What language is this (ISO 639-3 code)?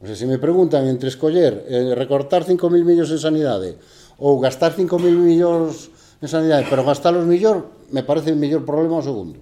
glg